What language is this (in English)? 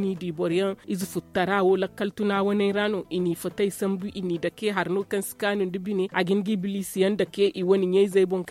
Zarma